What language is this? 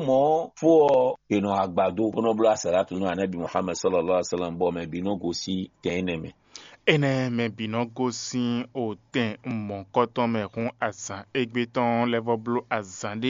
Fon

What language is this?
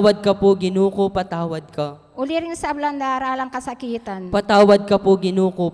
Pampanga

